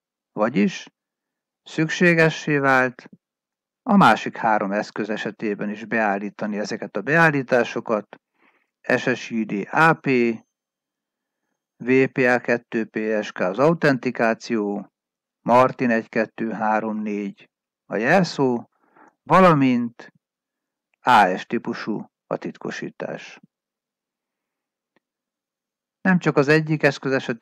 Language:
Hungarian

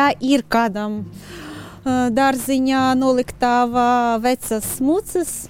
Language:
Latvian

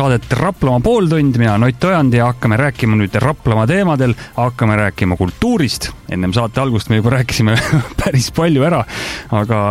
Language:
Estonian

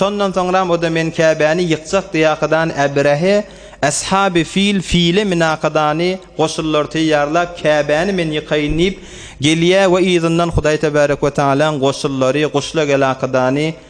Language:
Turkmen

